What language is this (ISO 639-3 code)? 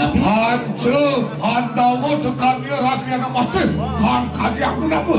ban